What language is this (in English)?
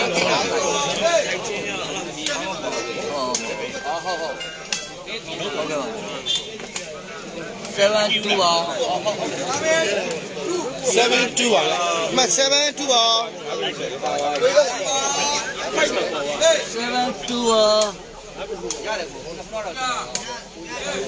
Burmese